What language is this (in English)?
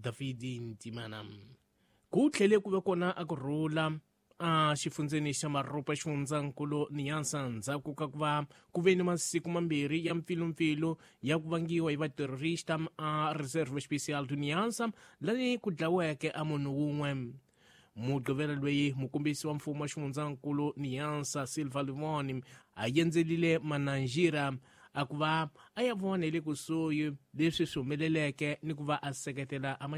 Tsonga